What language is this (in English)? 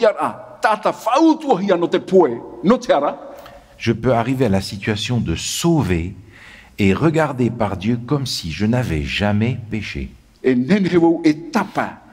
Tahitian